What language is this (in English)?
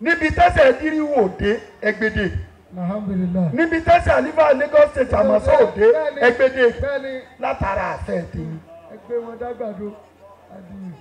Yoruba